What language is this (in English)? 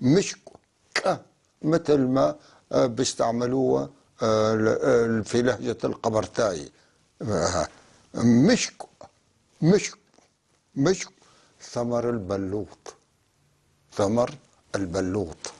North Levantine Arabic